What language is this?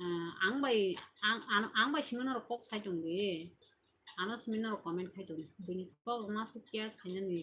Kok Borok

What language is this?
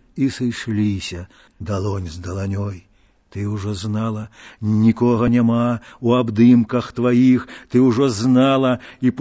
Belarusian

